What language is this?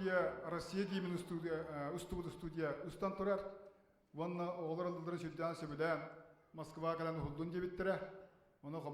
Yakut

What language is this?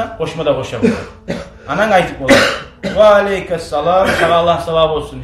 Kumyk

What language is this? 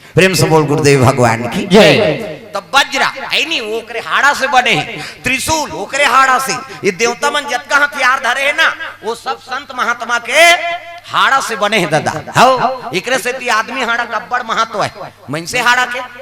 Chhattisgarhi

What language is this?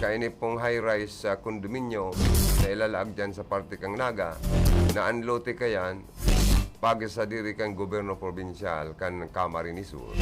Bikol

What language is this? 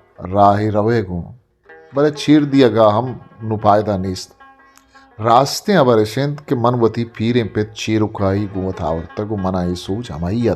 Eastern Balochi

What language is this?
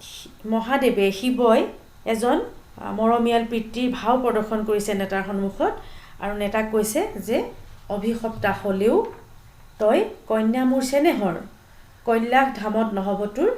Assamese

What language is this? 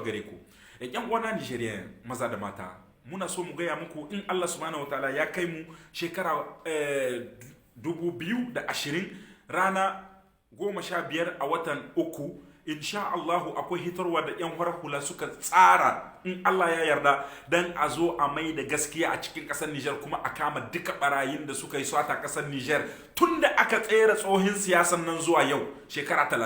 Hausa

